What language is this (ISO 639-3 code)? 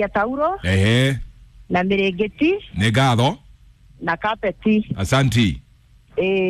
kik